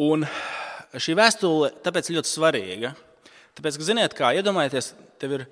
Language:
Latvian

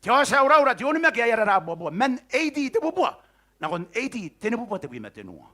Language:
Gilbertese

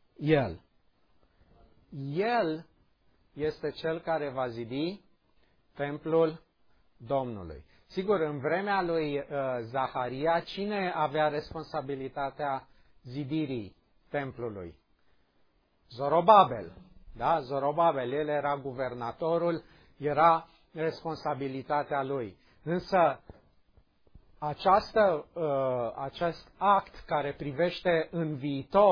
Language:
Romanian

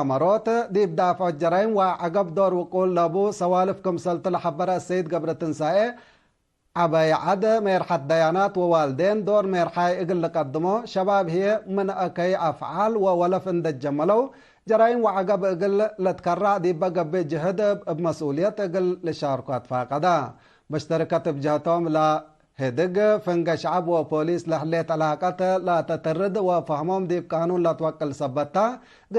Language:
Tigre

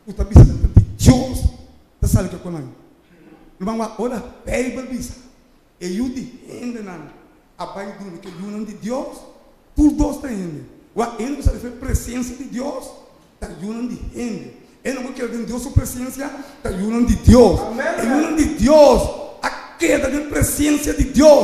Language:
Papiamento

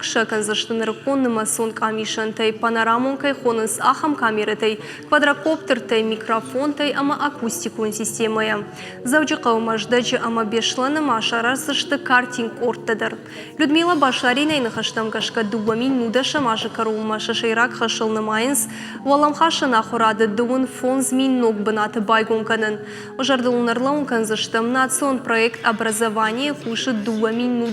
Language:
Ossetic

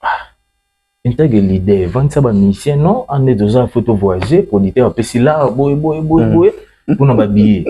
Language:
Lingala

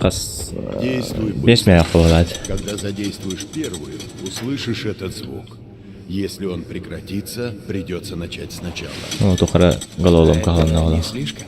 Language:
Yakut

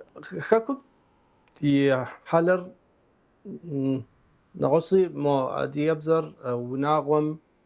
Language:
Kabardian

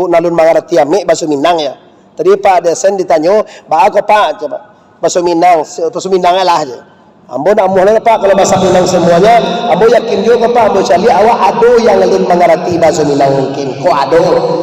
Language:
Minangkabau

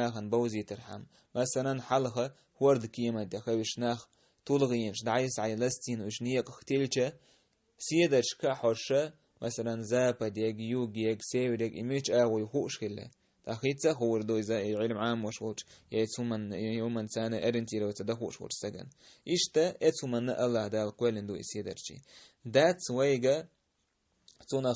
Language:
Chechen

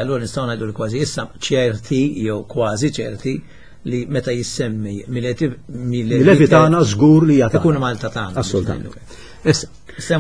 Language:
Maltese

